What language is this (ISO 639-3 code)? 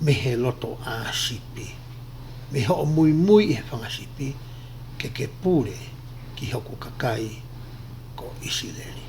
ton